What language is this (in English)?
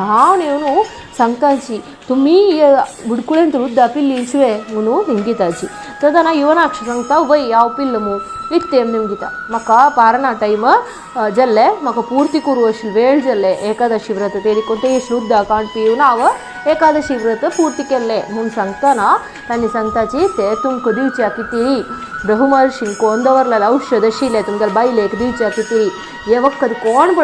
Konkani